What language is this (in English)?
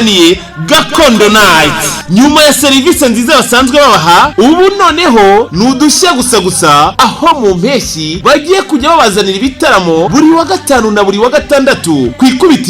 Kinyarwanda